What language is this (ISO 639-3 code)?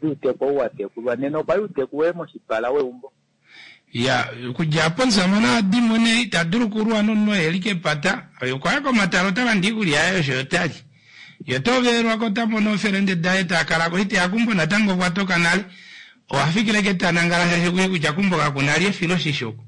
kua